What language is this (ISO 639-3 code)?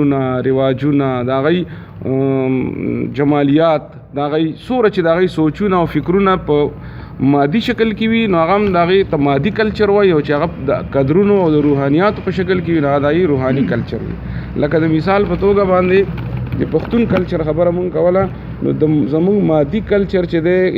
pus